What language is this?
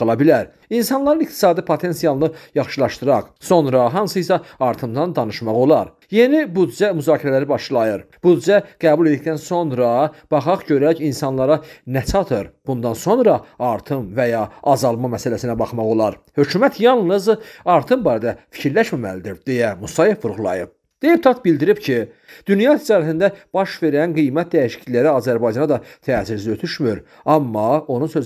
Azerbaijani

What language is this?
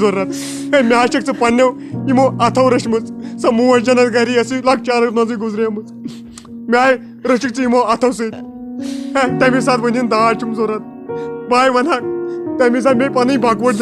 Kashmiri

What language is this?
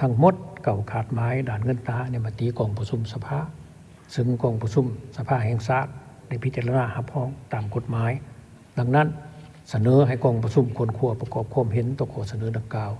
Lao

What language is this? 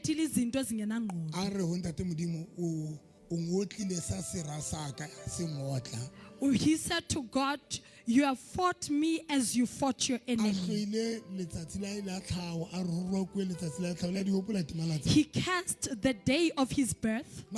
Southern Sotho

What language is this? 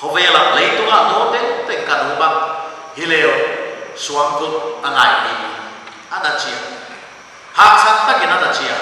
Paite Chin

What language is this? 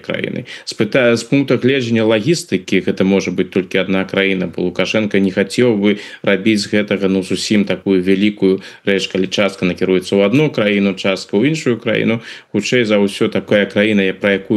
Belarusian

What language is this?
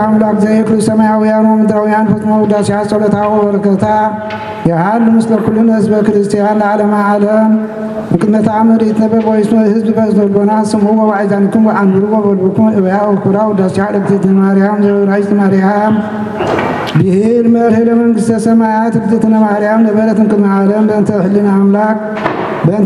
Geez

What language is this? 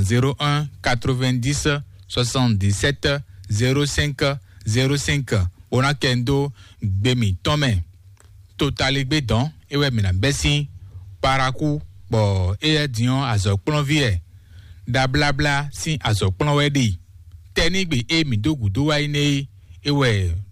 Fon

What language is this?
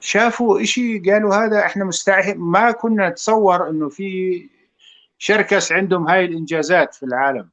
North Levantine Arabic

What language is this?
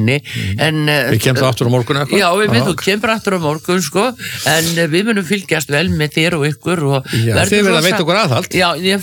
Icelandic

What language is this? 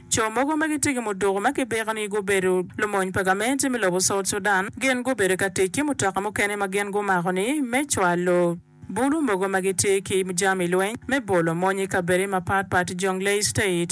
Acoli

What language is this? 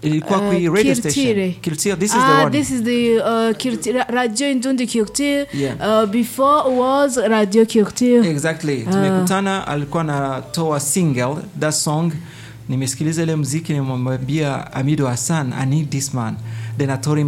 Swahili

